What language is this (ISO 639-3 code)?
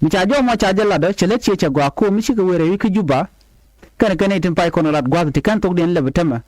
nus